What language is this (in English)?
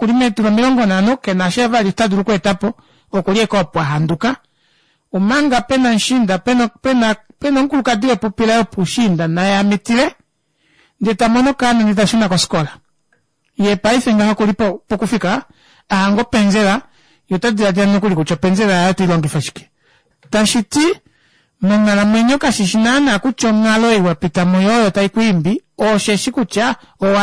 Kuanyama